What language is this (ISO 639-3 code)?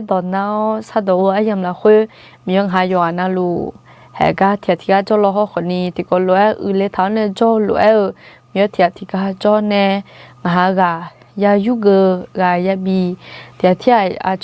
ahk